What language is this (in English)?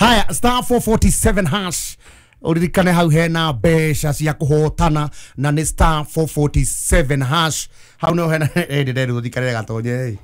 Kikuyu